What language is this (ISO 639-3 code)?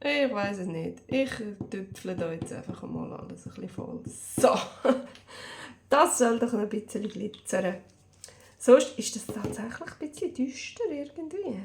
gsw